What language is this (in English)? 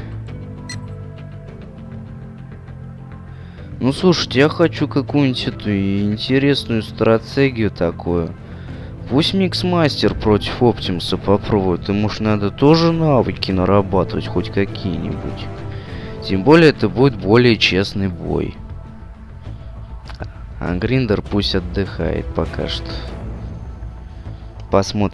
Russian